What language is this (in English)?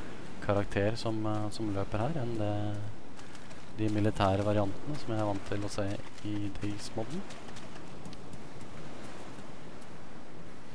Norwegian